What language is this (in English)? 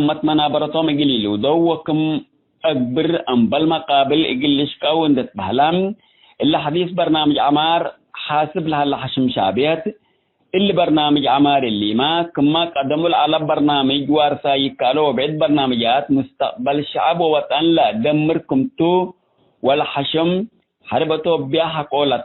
Tigre